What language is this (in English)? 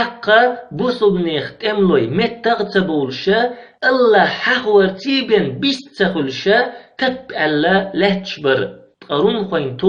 Chechen